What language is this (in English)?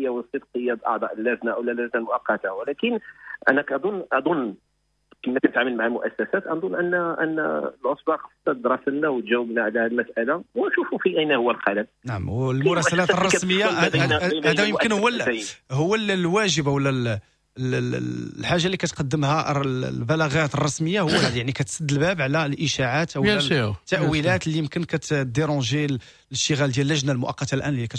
Moroccan Arabic